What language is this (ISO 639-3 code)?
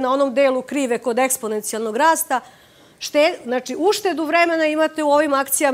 srp